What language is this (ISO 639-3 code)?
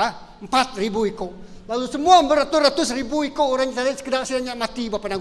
iba